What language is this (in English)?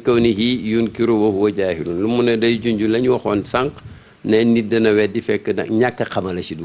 Wolof